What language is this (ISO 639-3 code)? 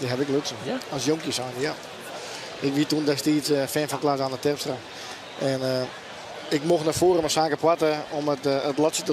fry